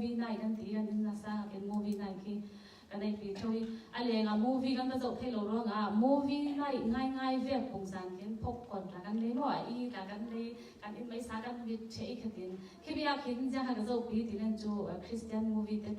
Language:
Falam Chin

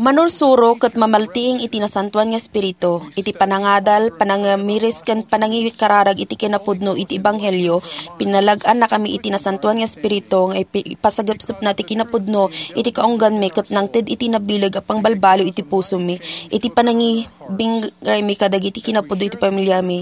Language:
Iloko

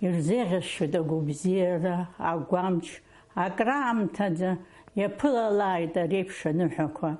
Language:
Abkhazian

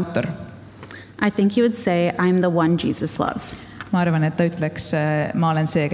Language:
Estonian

